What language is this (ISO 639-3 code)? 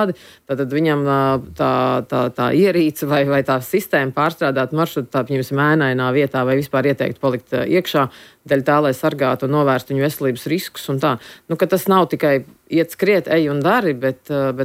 lav